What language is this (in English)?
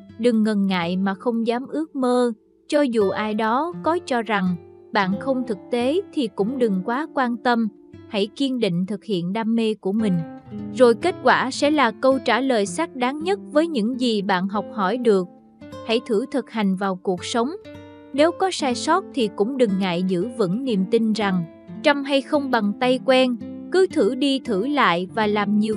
Vietnamese